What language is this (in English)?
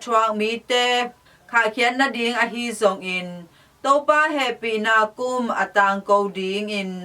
Tedim Chin